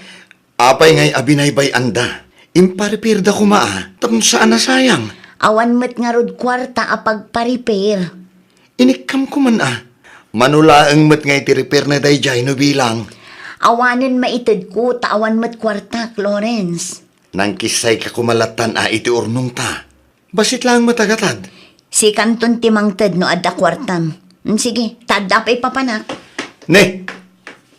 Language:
Iloko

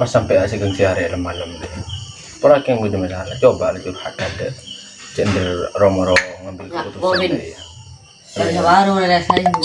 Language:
Madurese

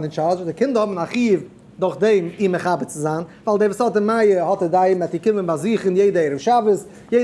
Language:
Yiddish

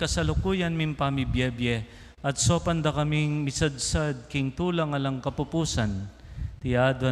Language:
Pampanga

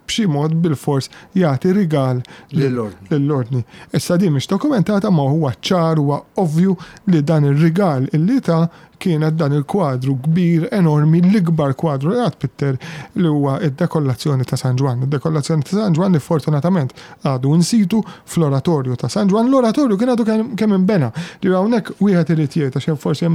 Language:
Maltese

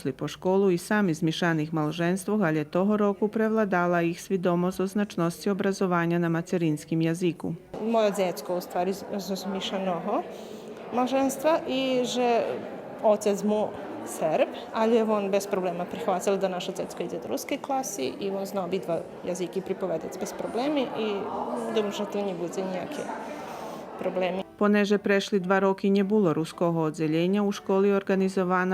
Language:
Rusyn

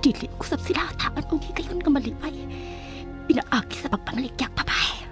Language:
Cebuano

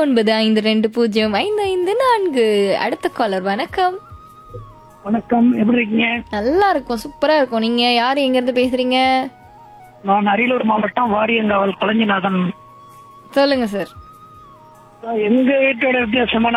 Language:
Tamil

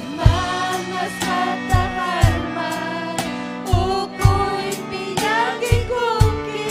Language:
Ayacucho Quechua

